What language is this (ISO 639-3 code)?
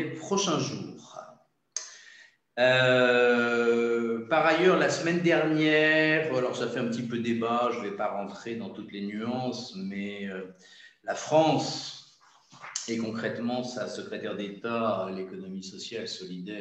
fra